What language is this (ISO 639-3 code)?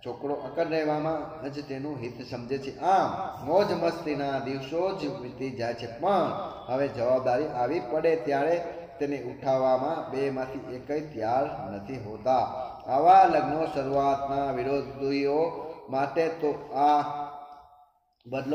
guj